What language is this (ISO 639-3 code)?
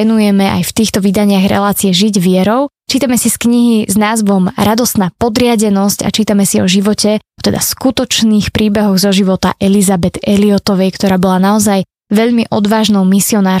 slk